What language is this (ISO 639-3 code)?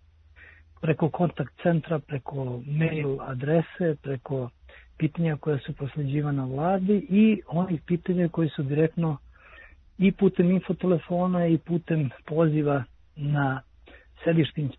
srp